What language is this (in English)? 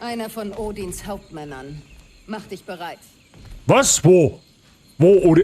Bavarian